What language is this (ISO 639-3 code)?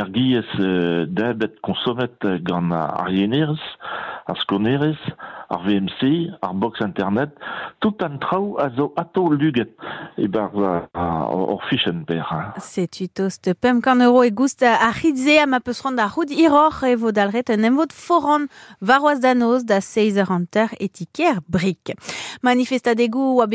bre